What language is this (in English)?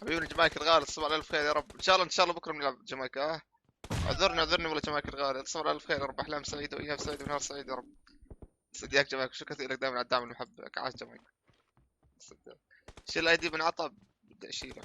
North Levantine Arabic